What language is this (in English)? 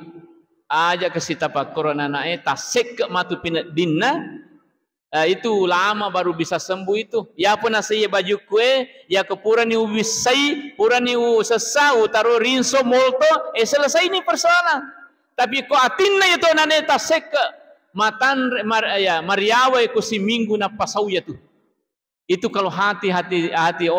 Buginese